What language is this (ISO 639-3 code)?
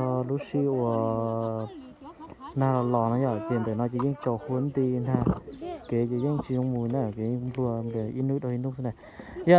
hmn